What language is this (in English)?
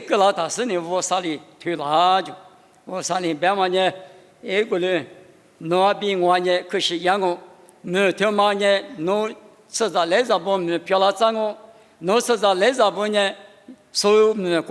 Lisu